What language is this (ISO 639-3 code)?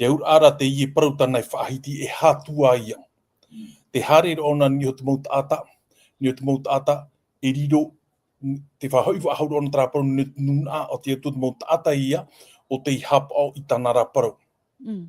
tah